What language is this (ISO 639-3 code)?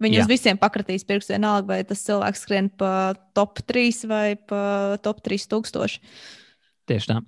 lav